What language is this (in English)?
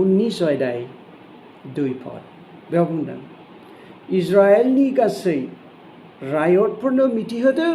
Bodo